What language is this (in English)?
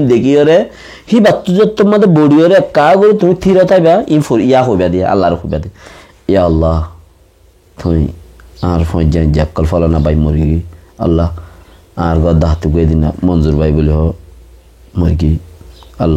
Rohingya